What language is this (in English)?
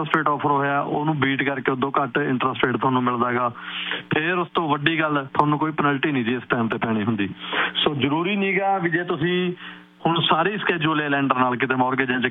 Punjabi